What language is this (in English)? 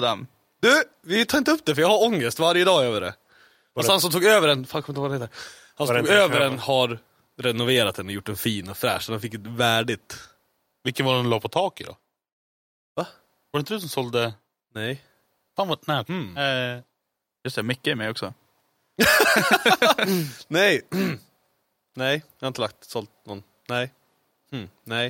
Swedish